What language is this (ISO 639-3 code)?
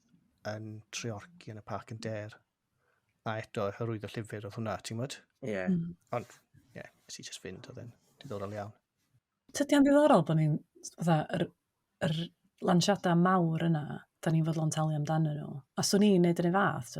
cym